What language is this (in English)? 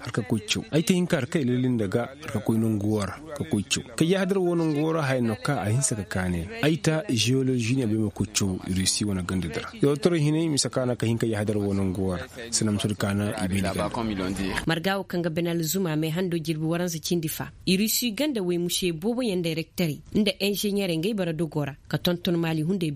Koyraboro Senni